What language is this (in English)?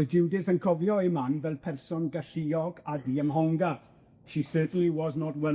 Welsh